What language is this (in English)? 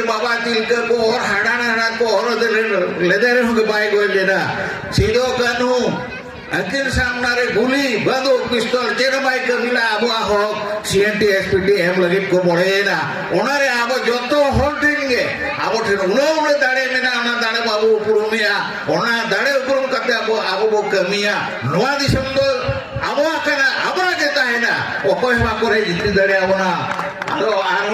Santali